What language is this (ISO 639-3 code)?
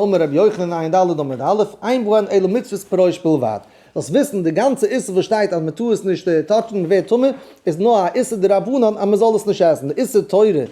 yid